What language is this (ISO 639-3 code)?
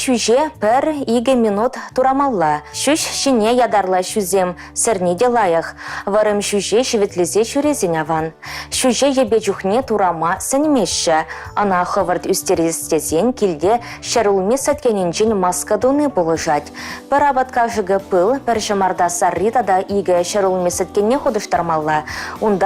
chv